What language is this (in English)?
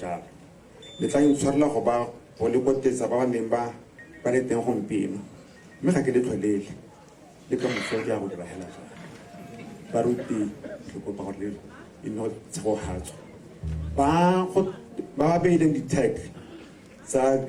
Tswana